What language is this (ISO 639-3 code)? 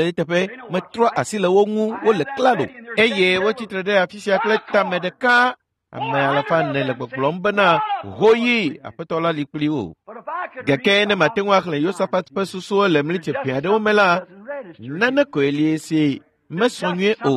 ewe